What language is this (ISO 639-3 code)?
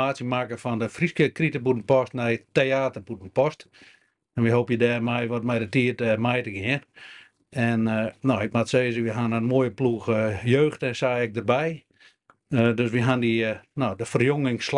fry